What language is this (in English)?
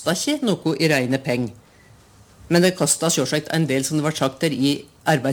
Norwegian